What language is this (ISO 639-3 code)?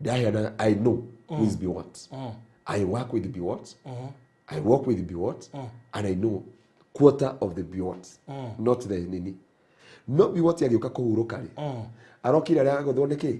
kik